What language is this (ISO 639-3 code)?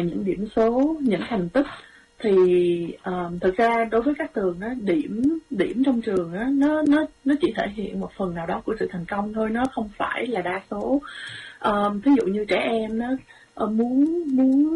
vie